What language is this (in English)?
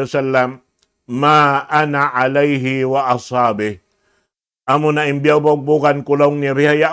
Tausug